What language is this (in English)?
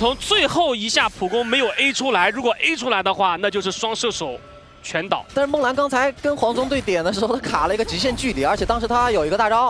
Chinese